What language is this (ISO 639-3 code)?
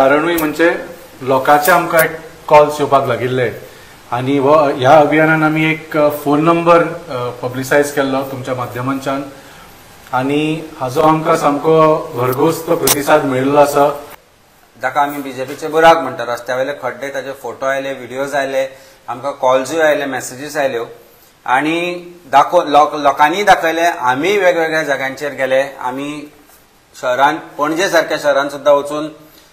kok